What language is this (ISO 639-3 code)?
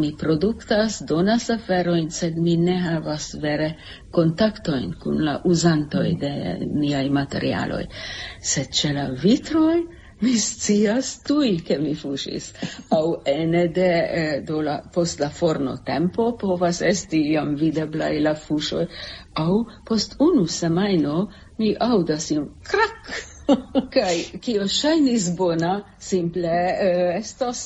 epo